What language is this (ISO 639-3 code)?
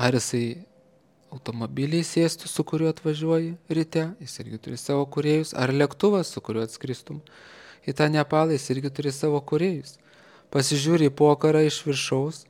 lit